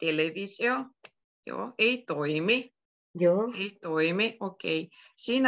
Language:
Finnish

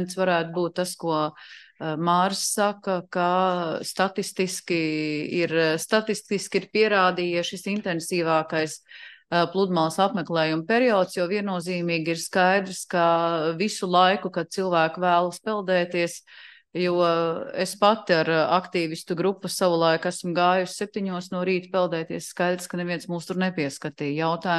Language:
Latvian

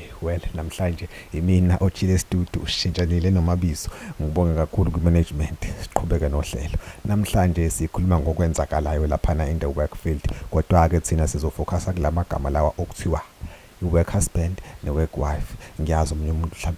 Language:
Zulu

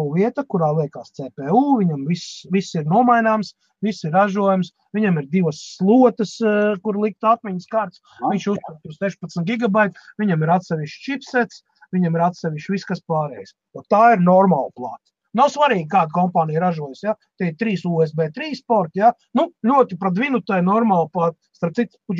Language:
Latvian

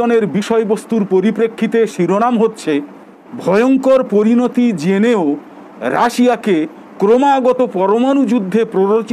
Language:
Bangla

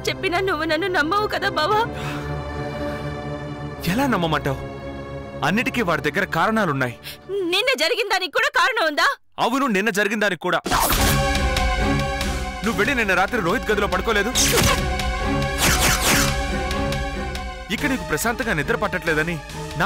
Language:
Telugu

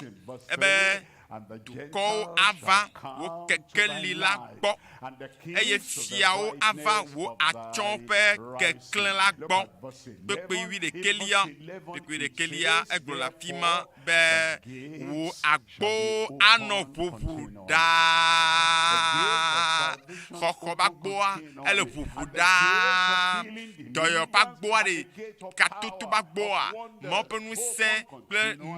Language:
Ewe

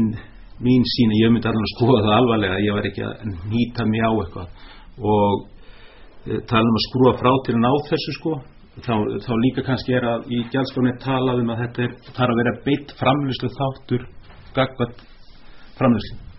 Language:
Icelandic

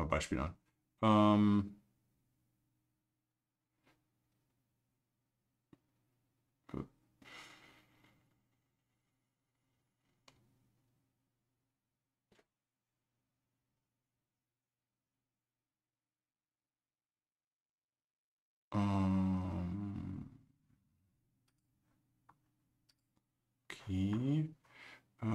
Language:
German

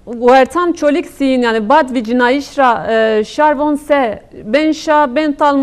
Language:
Zaza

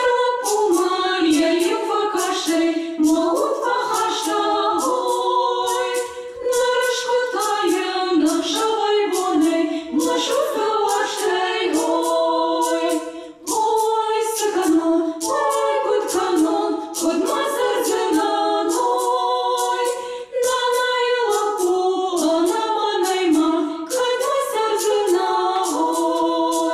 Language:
Ossetic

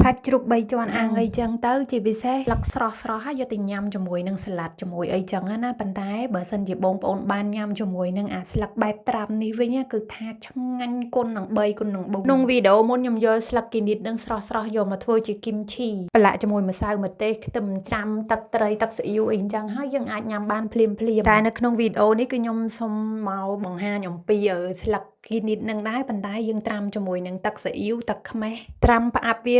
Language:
Khmer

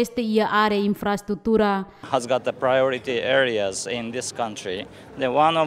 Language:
Tetum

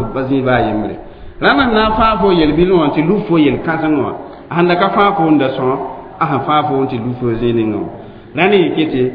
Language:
Mossi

